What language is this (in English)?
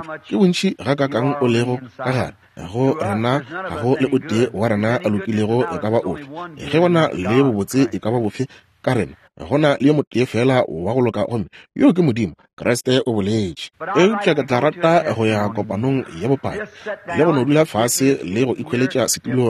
Northern Sotho